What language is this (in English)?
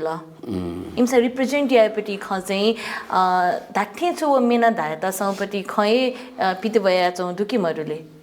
Newari